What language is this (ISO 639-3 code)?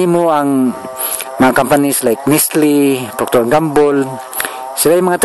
ceb